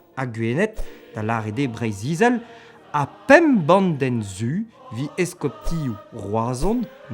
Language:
Breton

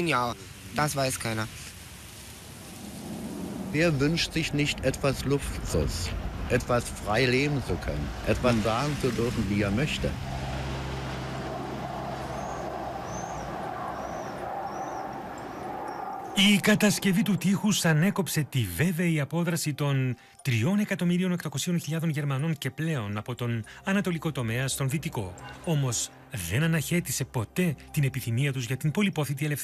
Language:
Greek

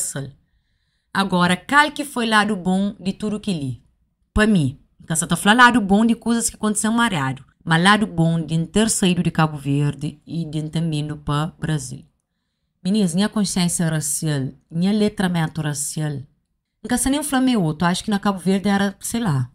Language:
Kabuverdianu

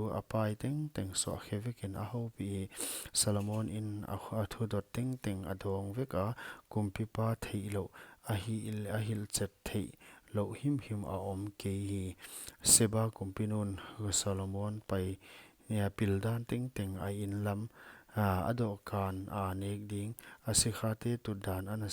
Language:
Paite Chin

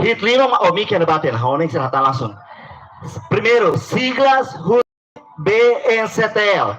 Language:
Tetum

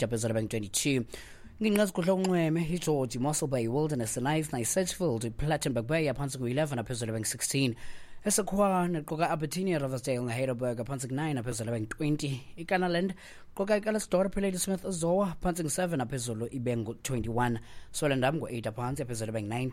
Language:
Xhosa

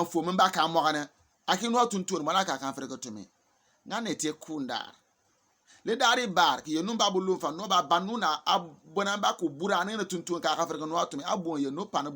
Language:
Bimoba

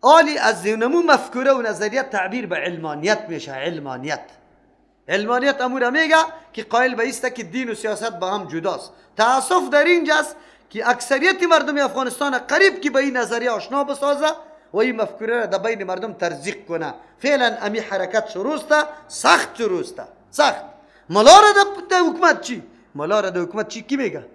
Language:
Persian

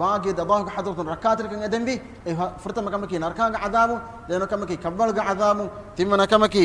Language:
Divehi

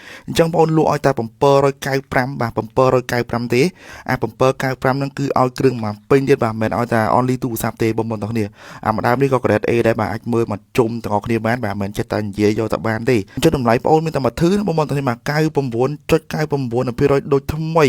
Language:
Khmer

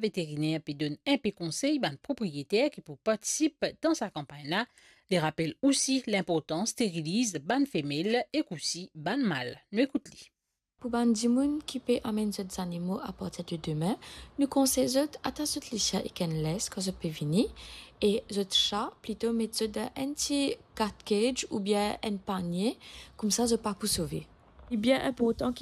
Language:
Morisyen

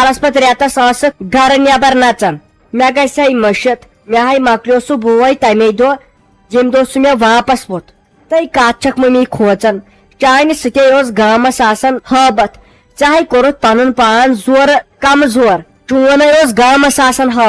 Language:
Kashmiri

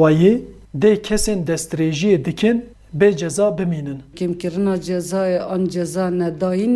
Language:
Kurdish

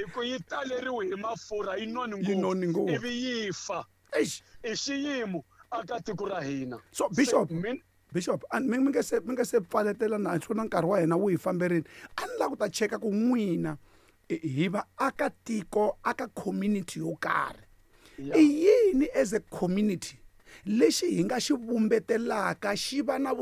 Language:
Tsonga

